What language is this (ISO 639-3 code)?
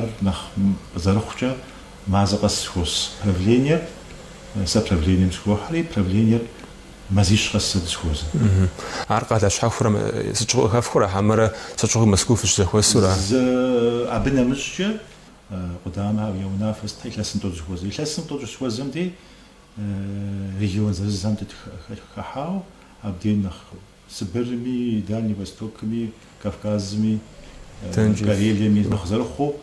kbd